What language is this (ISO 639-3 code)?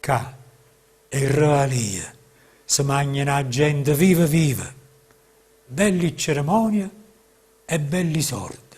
nap